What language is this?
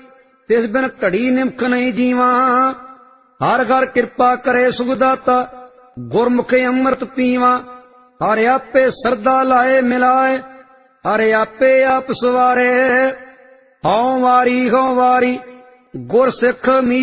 Punjabi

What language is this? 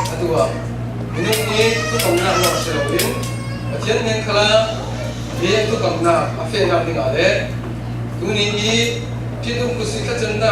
Falam Chin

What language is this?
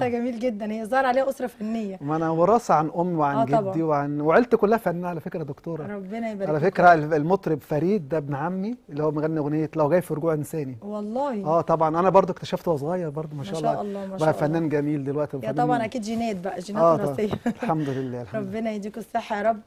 Egyptian Arabic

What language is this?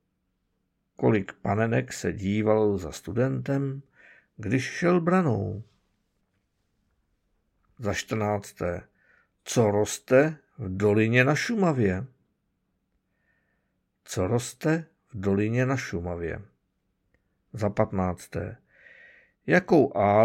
Czech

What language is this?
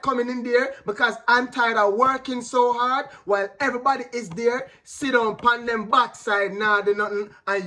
Jamaican Creole English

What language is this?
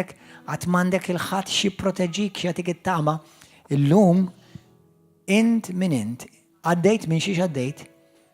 Maltese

